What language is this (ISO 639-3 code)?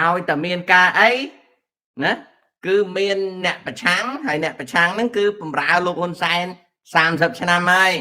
khm